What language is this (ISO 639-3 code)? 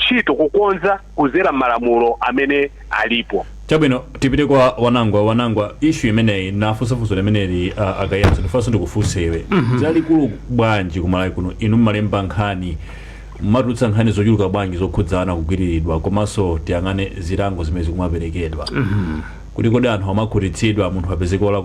nya